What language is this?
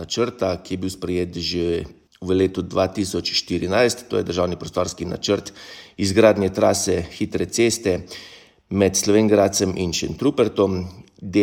Slovenian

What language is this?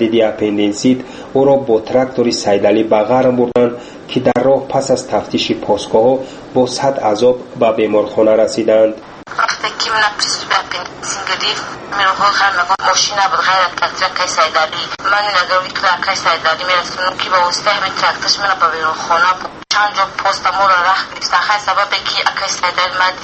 Persian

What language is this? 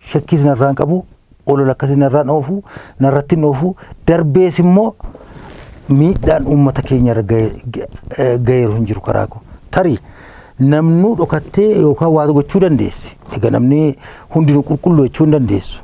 Oromo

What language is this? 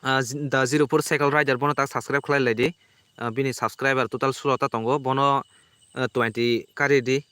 Kok Borok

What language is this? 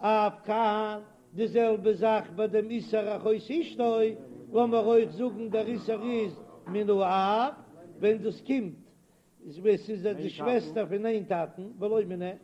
Yiddish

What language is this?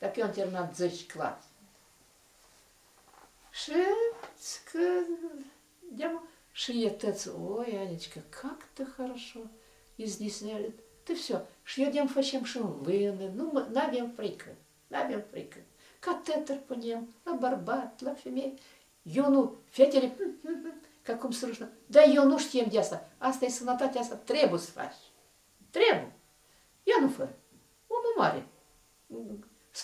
Romanian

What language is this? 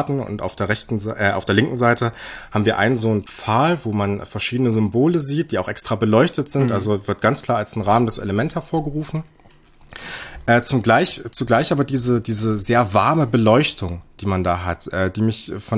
German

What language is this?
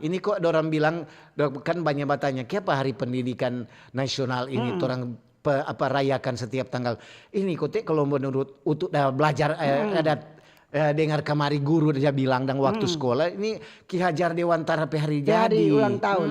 Manado Malay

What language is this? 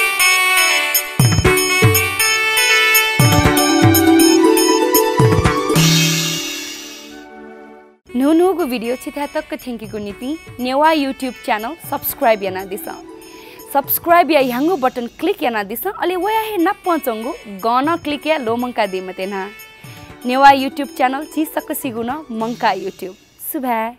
Newari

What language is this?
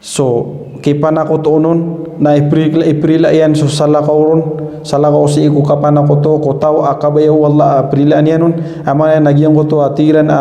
Maranao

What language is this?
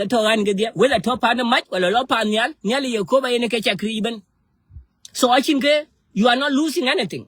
Nuer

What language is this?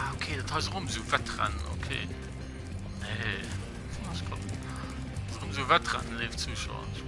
Luxembourgish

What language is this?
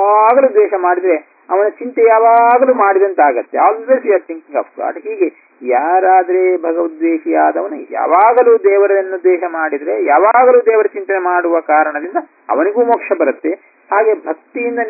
Kannada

